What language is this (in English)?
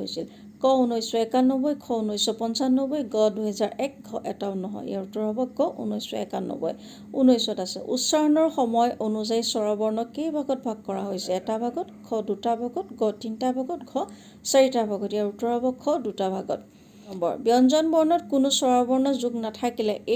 Assamese